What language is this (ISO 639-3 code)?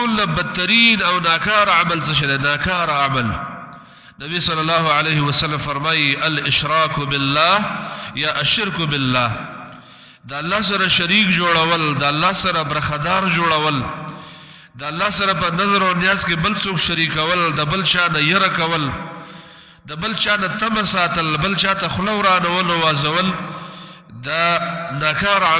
pus